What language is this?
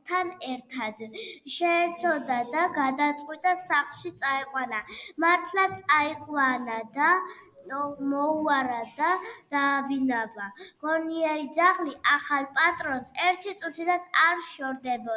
Georgian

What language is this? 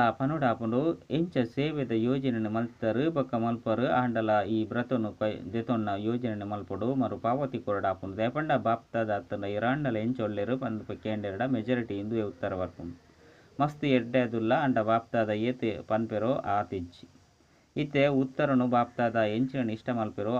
Tulu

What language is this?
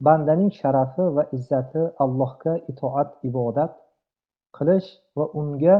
Uzbek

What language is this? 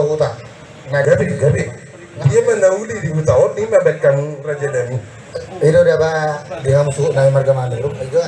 Batak Toba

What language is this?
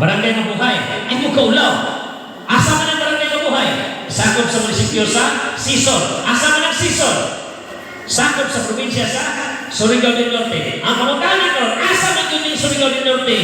Cebuano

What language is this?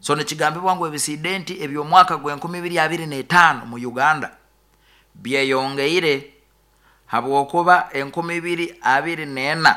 Nyoro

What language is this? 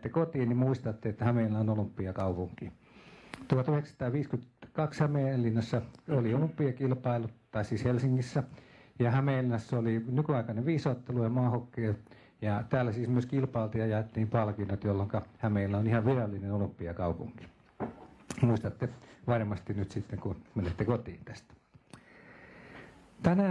Finnish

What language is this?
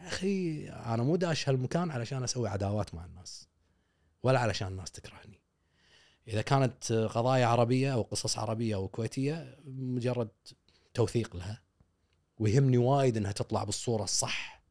Gulf Arabic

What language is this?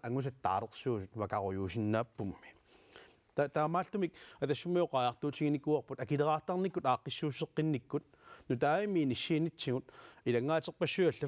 Kalaallisut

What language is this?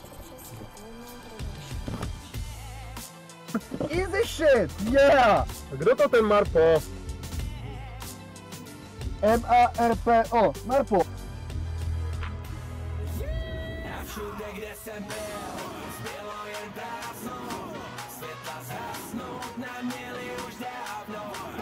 Czech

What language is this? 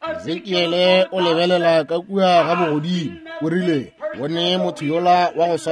Northern Sotho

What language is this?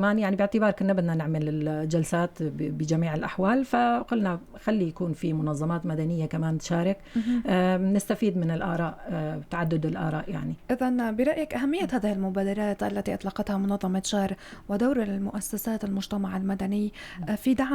North Levantine Arabic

